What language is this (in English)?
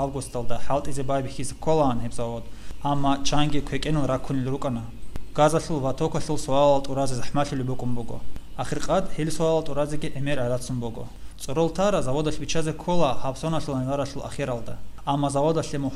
Avaric